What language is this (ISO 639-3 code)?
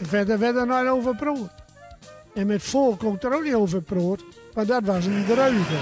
gos